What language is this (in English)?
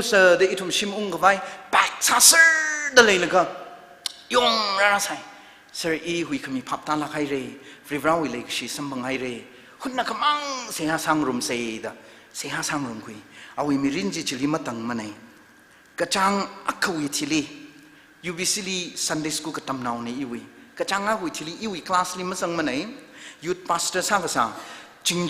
Tangkhul Naga (India)